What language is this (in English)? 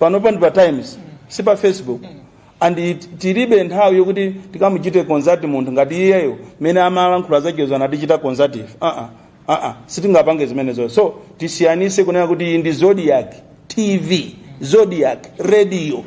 Nyanja